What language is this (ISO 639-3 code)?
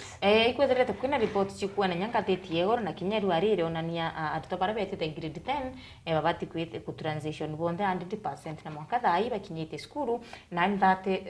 mer